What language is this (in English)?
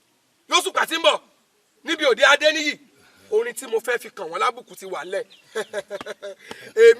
Yoruba